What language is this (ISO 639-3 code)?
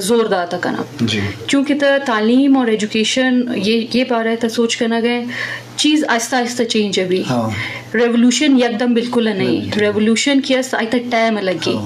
bgp